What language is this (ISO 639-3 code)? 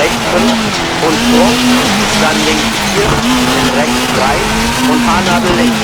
bar